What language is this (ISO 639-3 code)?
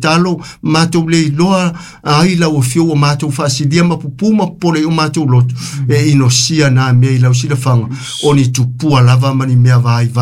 smo